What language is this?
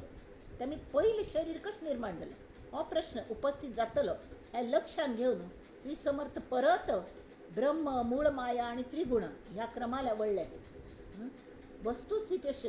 Konkani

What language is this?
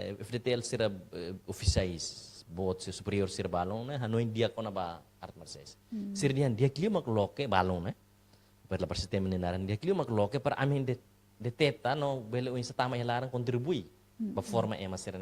Tetum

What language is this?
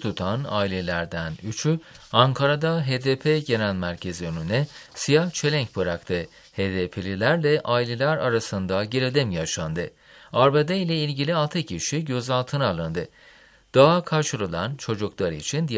Turkish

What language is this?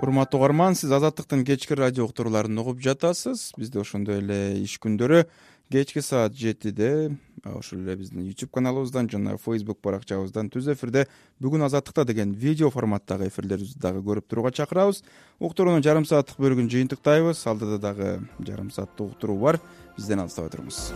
Kyrgyz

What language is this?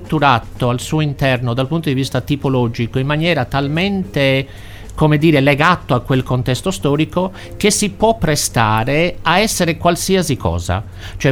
Italian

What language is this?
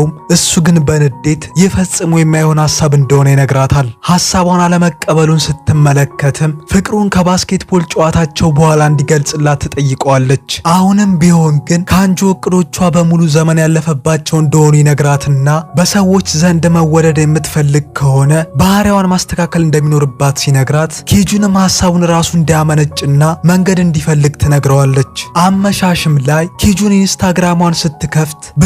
Amharic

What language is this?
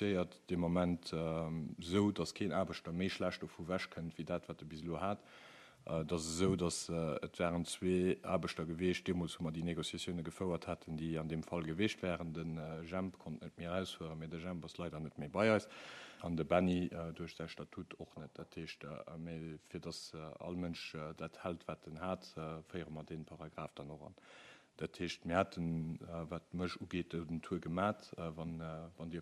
Luxembourgish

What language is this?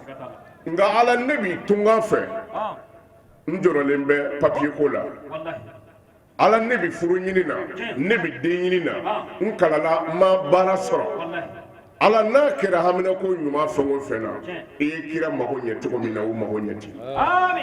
Bambara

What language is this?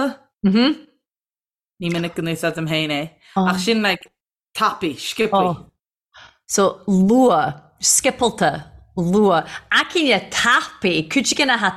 Irish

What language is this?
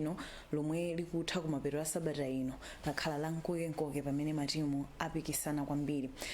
Nyanja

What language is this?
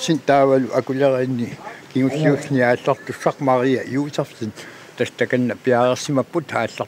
Kalaallisut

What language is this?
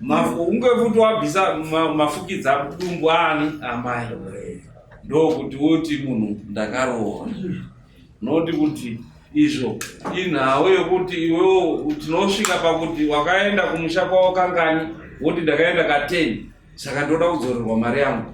Shona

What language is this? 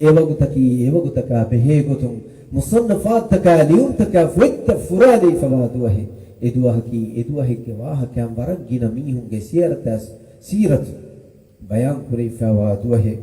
Divehi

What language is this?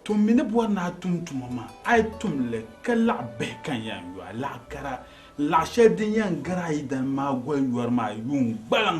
Dagbani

